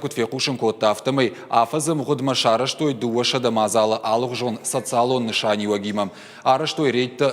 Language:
Ossetic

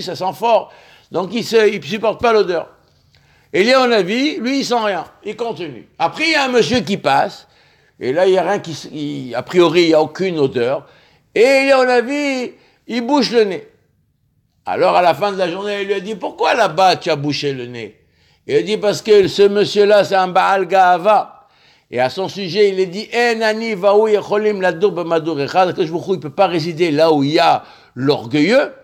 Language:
French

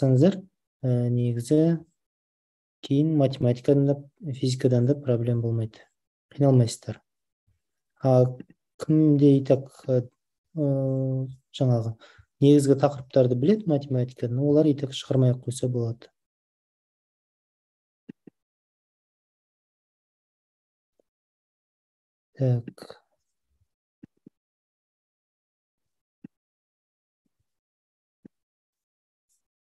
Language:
Kazakh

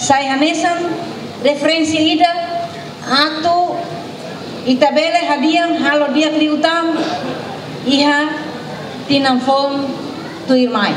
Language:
Tetum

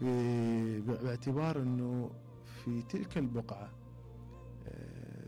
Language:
Mesopotamian Arabic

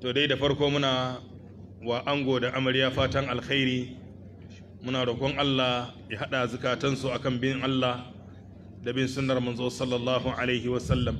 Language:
Hausa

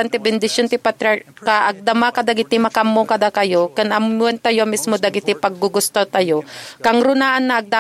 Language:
Iloko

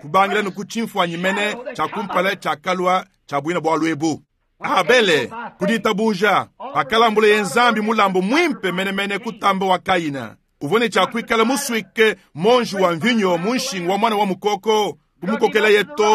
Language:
Luba-Lulua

